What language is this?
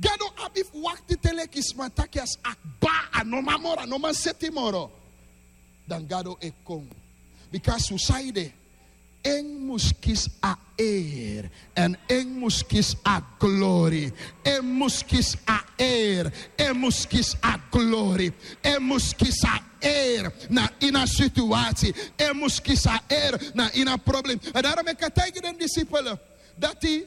Sranan Tongo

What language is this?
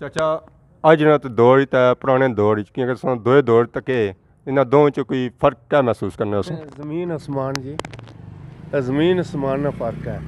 Pahari-Potwari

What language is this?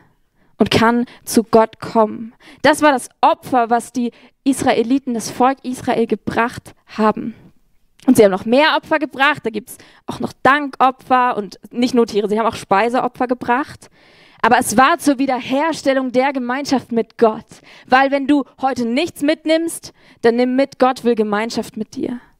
Swiss German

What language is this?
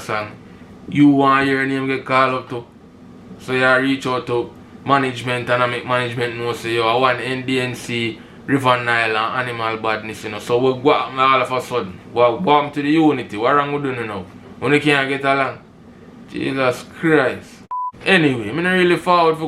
Jamaican Creole English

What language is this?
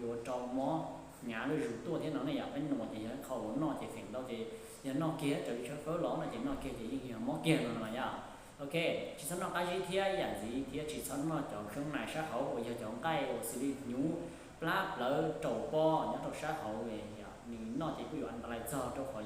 Hmong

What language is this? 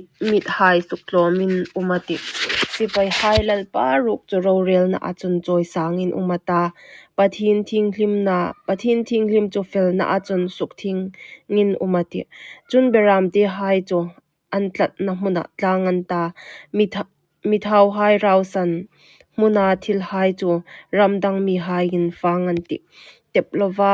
Hmar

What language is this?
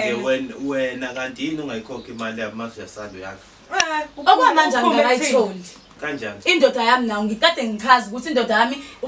Zulu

